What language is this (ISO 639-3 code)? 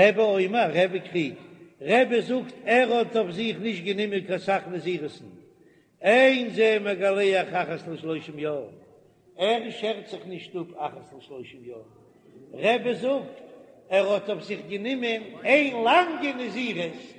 yid